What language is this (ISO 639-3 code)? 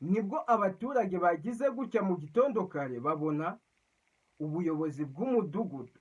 kin